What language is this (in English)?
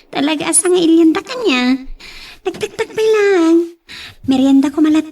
Iloko